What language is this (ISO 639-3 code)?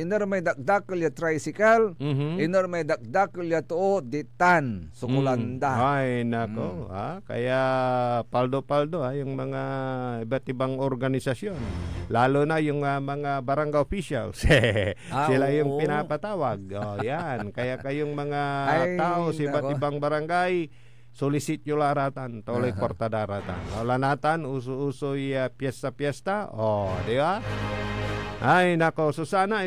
pag